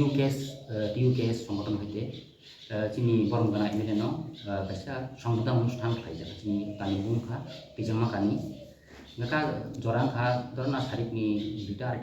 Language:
Kok Borok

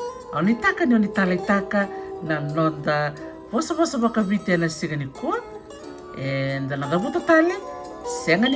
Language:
Fijian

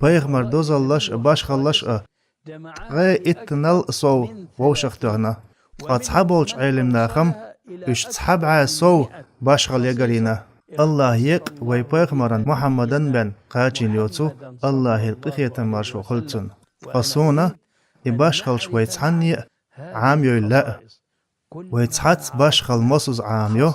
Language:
Chechen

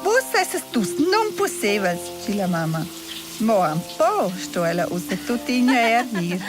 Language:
Romansh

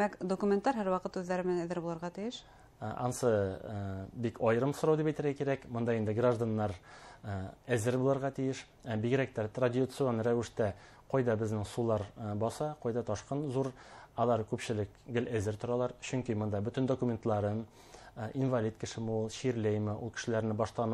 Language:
Bashkir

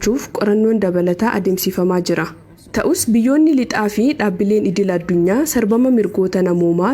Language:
Oromo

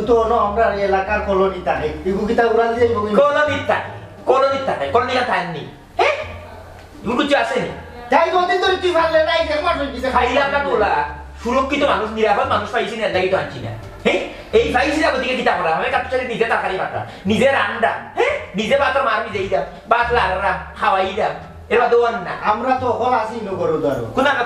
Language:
Sylheti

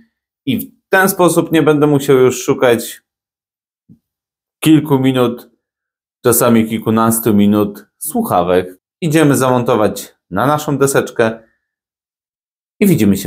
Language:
Polish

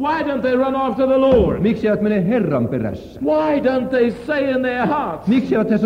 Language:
Finnish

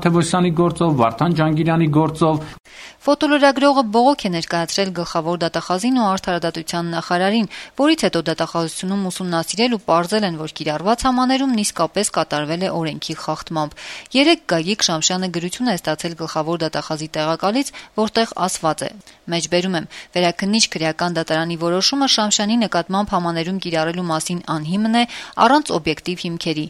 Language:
Armenian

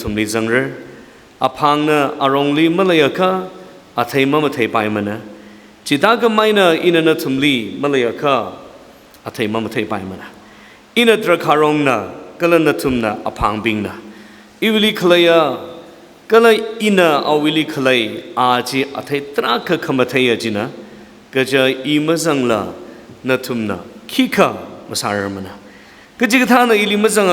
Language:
Tangkhul Naga (India)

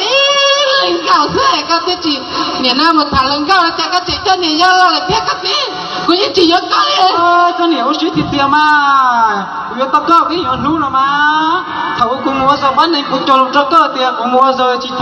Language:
Hmong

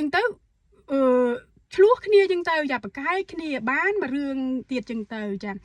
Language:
Khmer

